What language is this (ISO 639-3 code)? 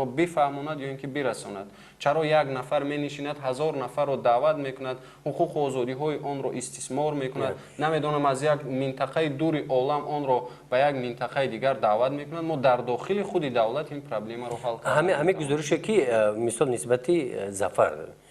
tgk